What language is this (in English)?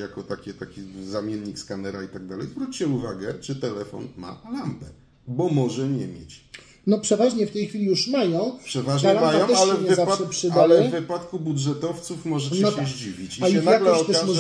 Polish